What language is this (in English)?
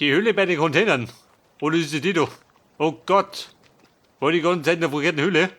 Bavarian